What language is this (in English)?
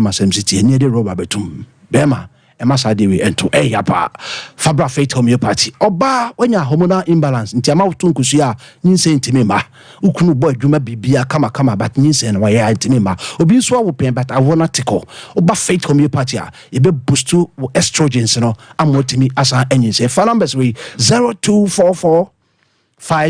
Akan